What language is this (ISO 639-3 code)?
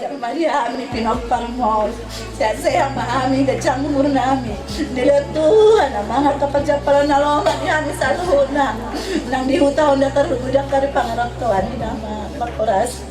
bbc